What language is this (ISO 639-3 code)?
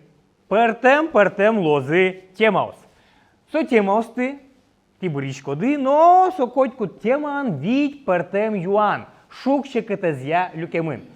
udm